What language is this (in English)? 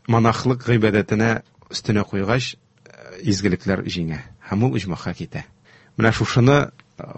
Tatar